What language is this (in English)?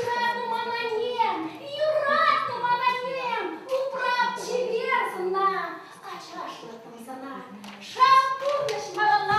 Chuvash